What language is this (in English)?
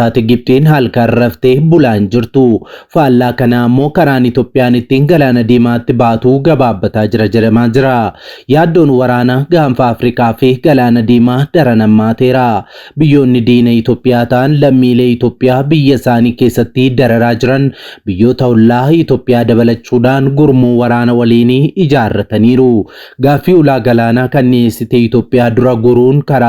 Oromo